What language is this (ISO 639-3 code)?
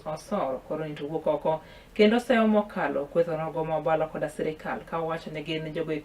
luo